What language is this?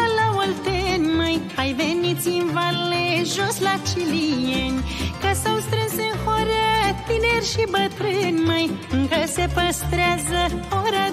Romanian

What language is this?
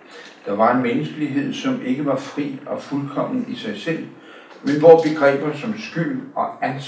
Danish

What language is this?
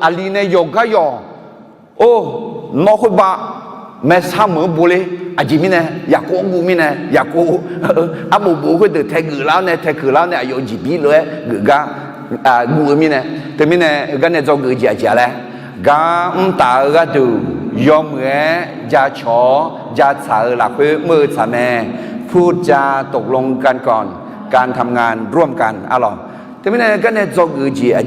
Akha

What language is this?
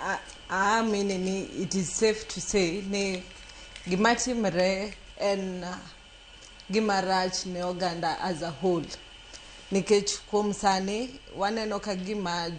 Luo (Kenya and Tanzania)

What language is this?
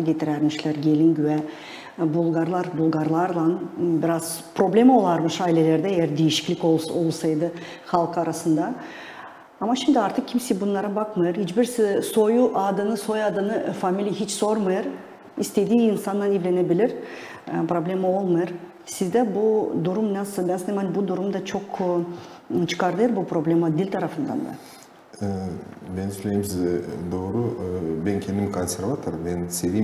Gagauz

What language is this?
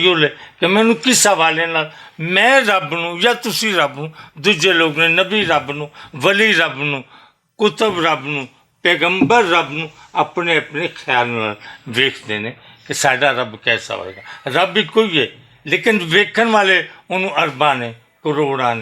Western Panjabi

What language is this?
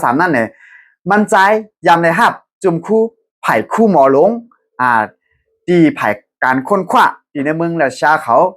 Shan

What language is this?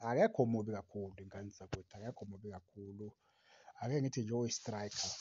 Zulu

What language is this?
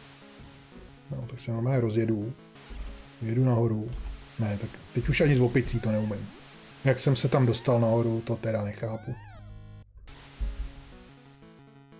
Czech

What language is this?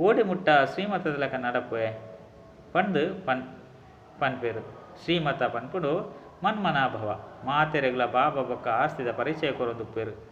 Tulu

